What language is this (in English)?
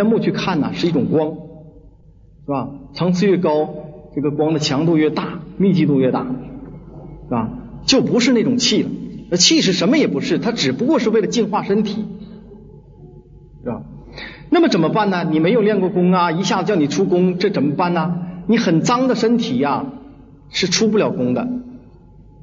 Chinese